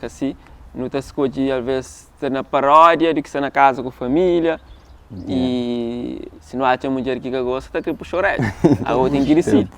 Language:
Kabuverdianu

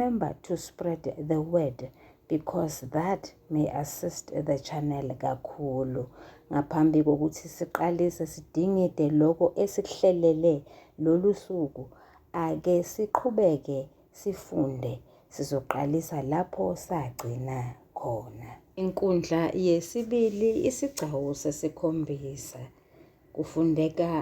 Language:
Zulu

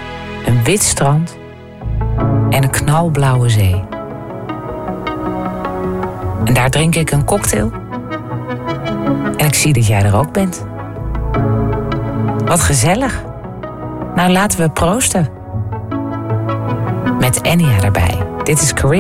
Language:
Dutch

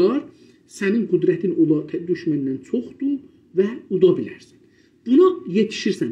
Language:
South Azerbaijani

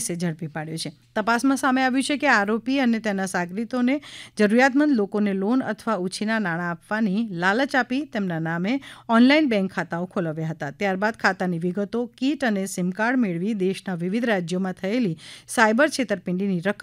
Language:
Gujarati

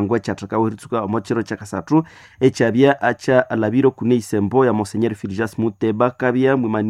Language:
Nande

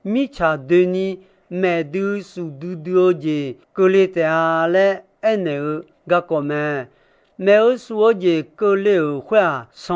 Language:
Akha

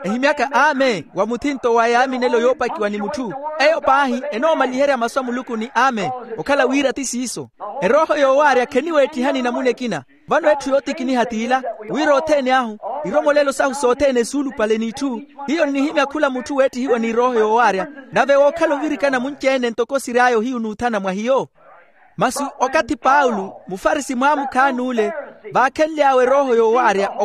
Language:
Makhuwa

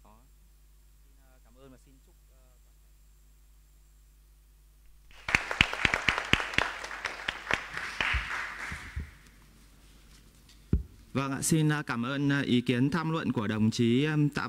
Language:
Vietnamese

